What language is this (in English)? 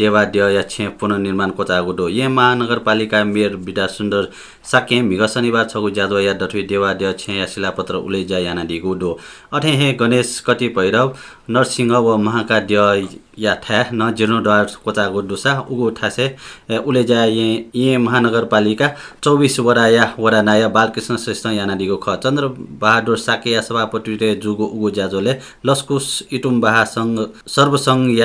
Newari